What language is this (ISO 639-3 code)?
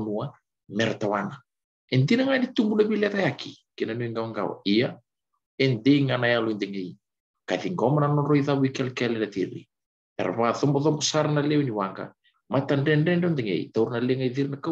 fij